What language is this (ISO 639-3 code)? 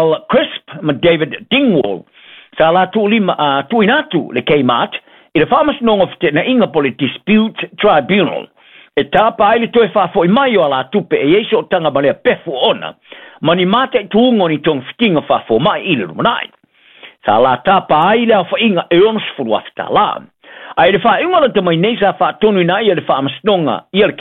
smo